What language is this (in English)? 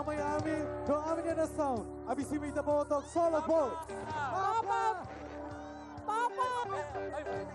Tetum